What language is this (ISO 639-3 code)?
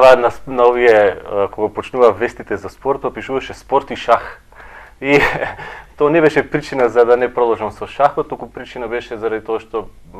mkd